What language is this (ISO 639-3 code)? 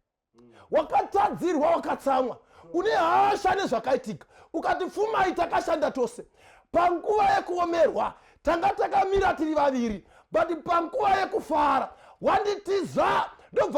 sna